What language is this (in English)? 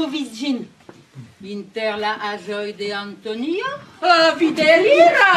Esperanto